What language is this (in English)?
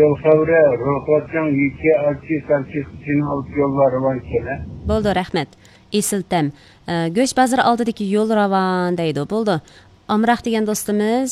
Uyghur